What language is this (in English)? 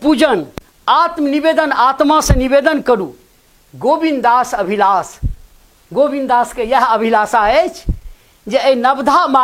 Maithili